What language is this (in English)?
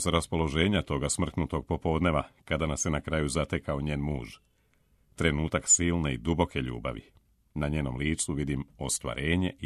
Serbian